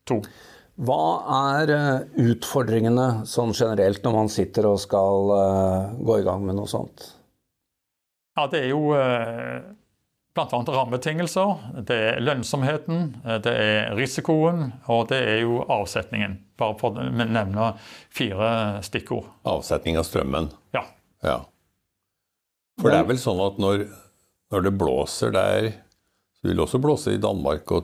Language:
Norwegian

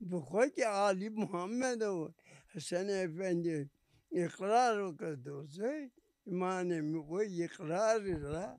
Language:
Zaza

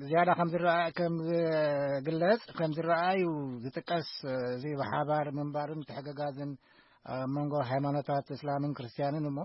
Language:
Tigrinya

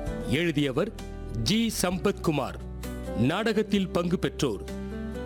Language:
Tamil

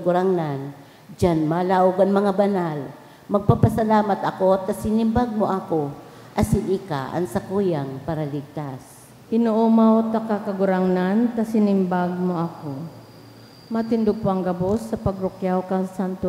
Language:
Bikol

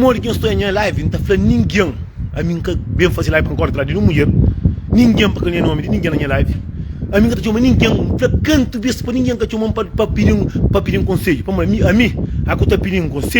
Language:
Kabuverdianu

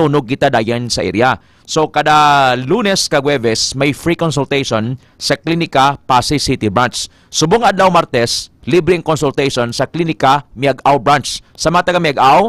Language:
Hiligaynon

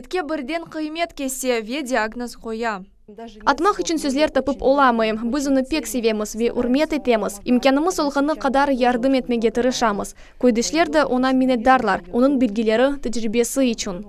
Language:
Crimean Tatar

